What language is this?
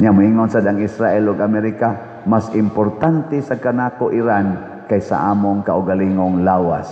Cebuano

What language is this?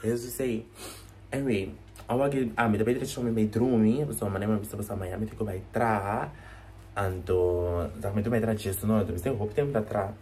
Papiamento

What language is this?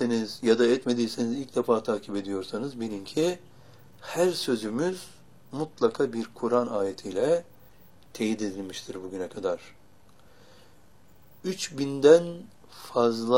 Turkish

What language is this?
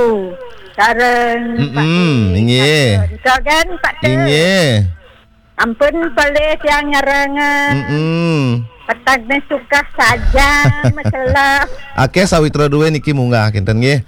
Balinese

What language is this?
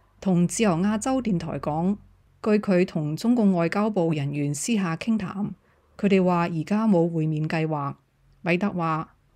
Cantonese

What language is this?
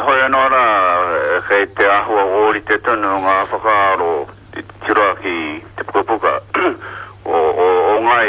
Māori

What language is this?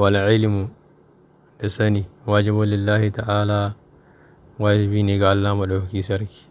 Hausa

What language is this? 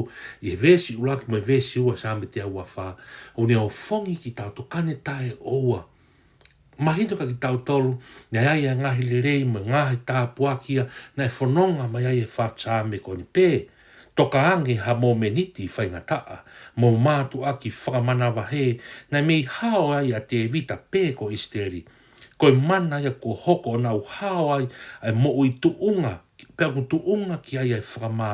Tongan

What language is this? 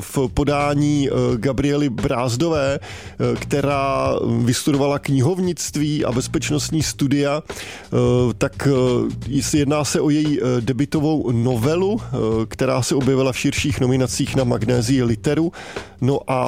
Czech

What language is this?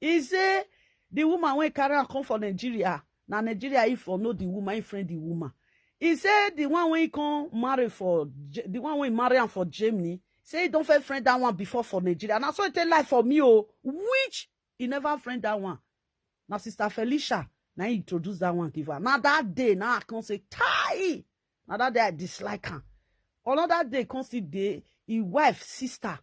Nigerian Pidgin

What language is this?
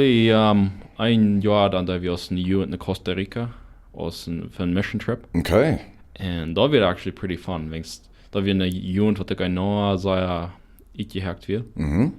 Plautdietsch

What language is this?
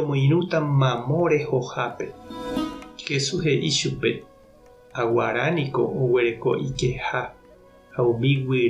Guarani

